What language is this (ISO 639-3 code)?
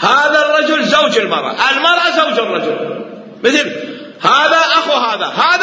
acm